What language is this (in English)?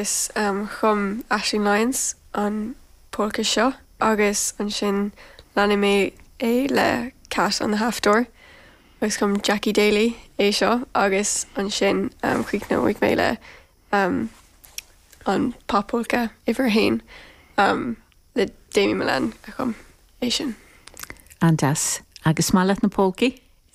Irish